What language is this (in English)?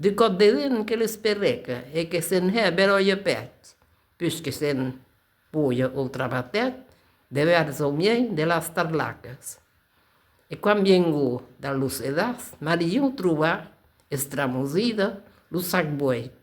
Occitan